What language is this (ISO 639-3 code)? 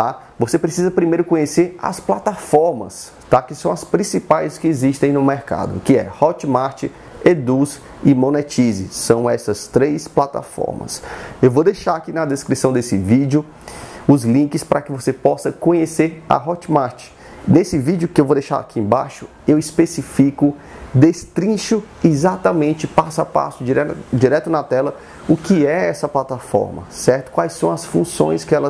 por